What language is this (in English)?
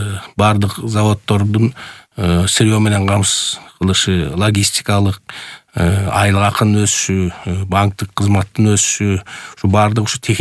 Kyrgyz